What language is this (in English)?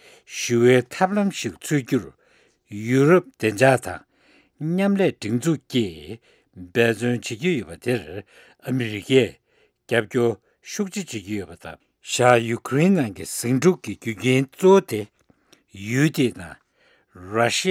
Tibetan